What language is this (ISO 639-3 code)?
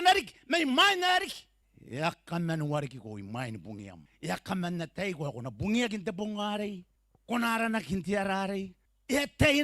gil